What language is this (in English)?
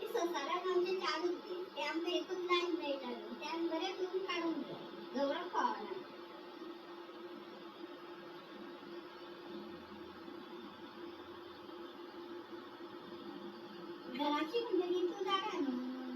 Konkani